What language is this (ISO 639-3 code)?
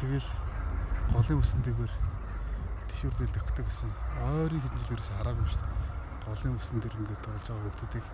mon